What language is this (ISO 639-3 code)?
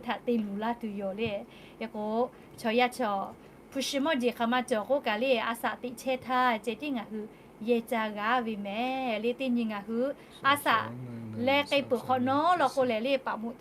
lhu